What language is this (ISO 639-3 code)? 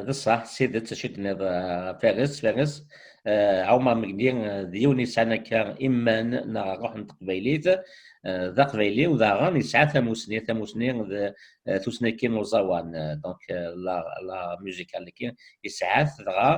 kab